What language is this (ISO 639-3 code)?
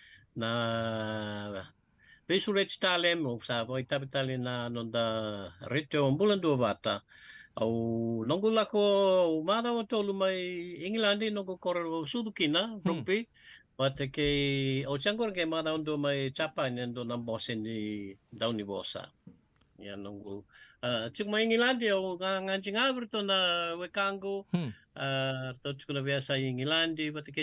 fij